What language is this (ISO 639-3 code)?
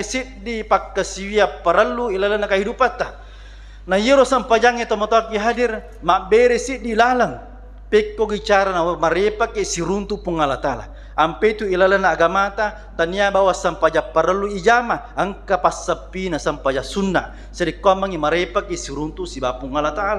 bug